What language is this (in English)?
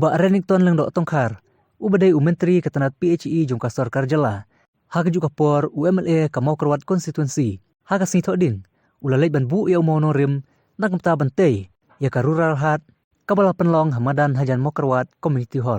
Khasi